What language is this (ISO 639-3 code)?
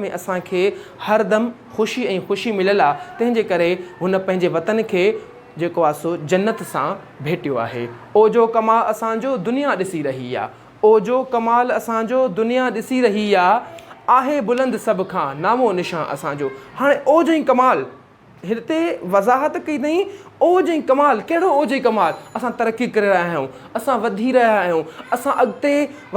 snd